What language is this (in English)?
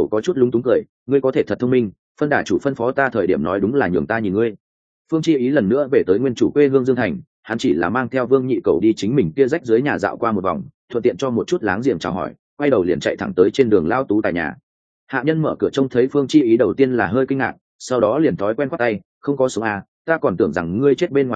Vietnamese